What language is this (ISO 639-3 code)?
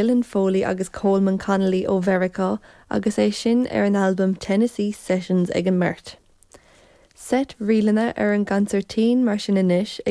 gle